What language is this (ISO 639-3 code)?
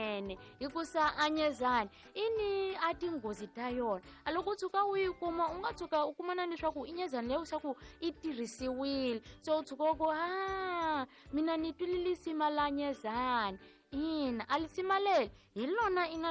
tso